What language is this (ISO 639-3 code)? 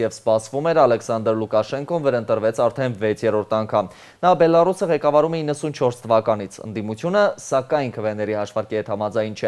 hye